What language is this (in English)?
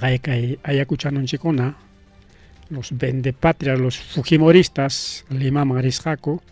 Ayacucho Quechua